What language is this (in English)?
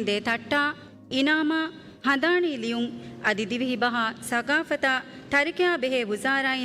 Divehi